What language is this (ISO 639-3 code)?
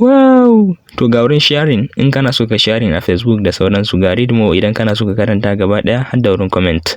hau